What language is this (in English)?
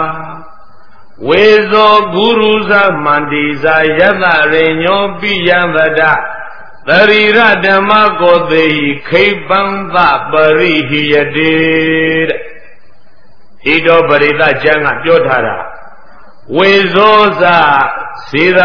Burmese